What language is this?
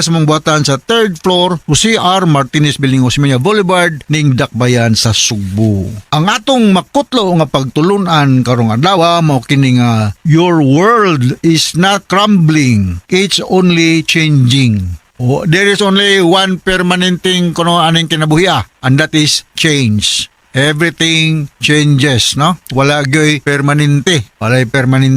Cebuano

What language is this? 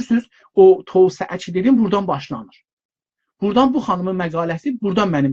South Azerbaijani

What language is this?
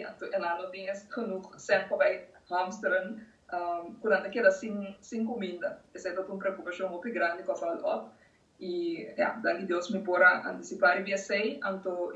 Papiamento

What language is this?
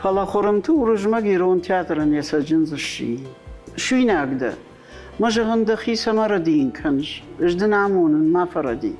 Ossetic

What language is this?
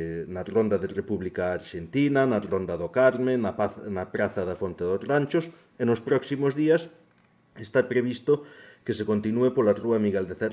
Galician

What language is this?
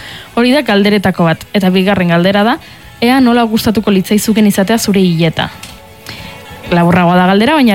Basque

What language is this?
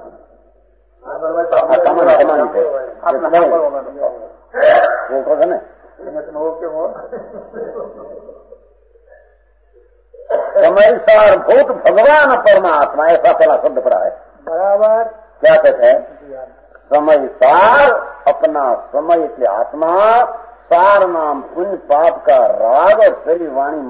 Hindi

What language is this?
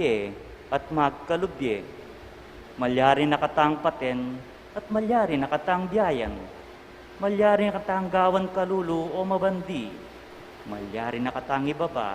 Pampanga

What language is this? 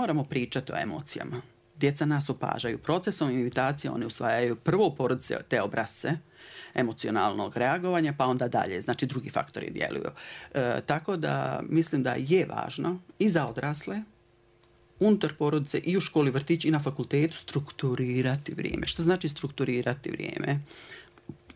Bosnian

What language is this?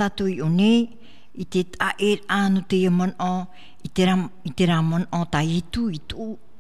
Tahitian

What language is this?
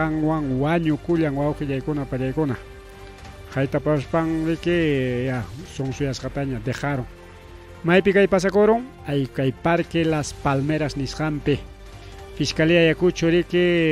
Ayacucho Quechua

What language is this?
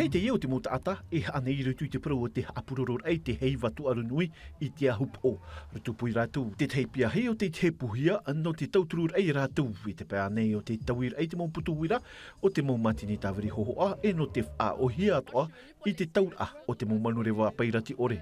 Tahitian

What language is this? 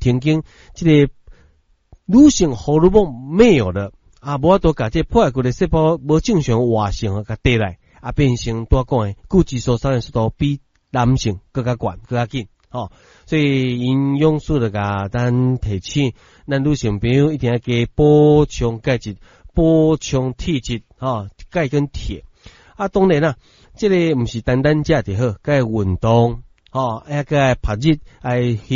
Min Nan Chinese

